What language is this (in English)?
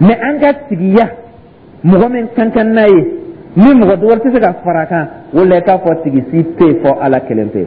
Dyula